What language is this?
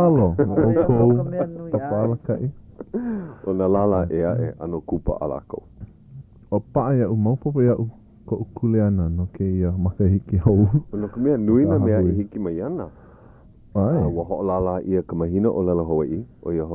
Hawaiian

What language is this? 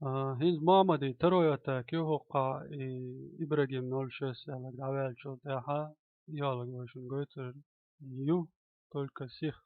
Chechen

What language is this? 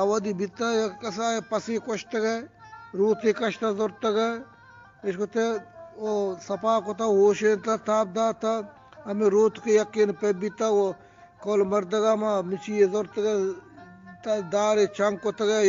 Eastern Balochi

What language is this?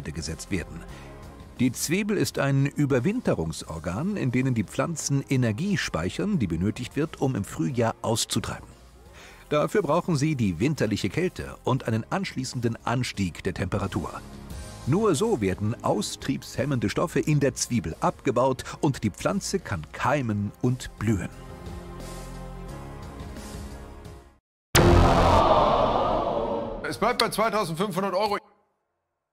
German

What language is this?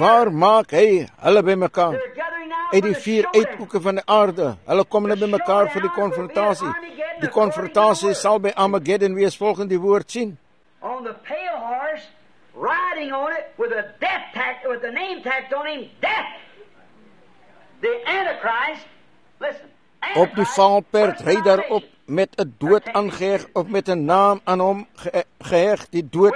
Afrikaans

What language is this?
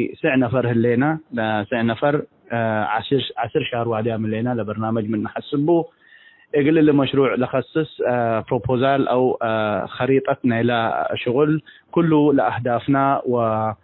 Tigre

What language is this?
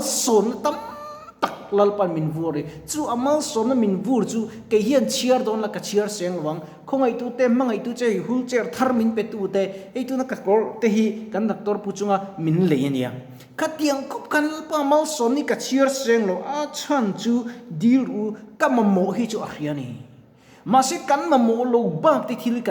Mizo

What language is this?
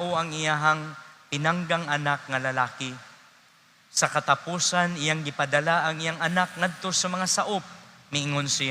Cebuano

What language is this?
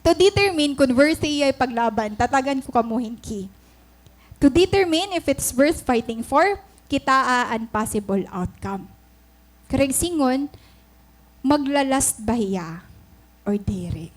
Waray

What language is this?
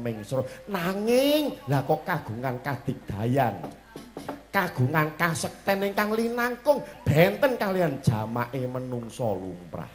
Javanese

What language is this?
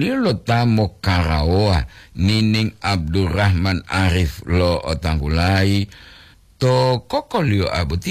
Gorontalo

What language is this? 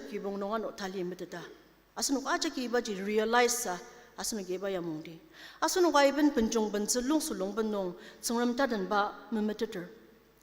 Ao Naga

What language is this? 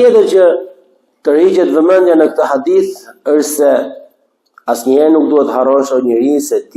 Albanian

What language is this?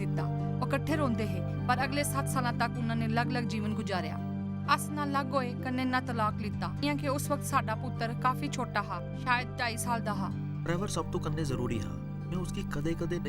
Dogri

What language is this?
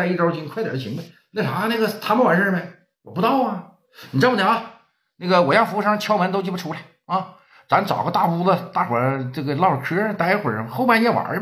Chinese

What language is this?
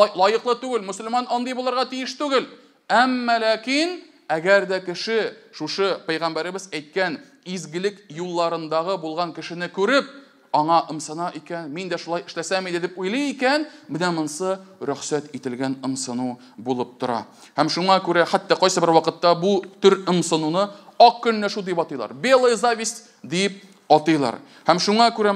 Tatar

